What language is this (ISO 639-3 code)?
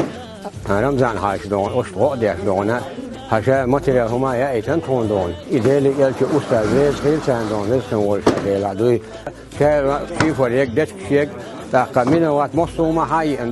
che